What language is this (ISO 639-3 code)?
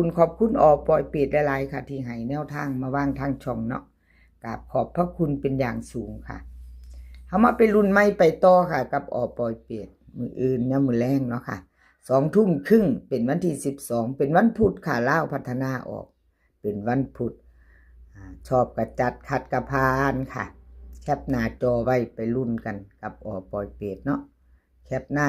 tts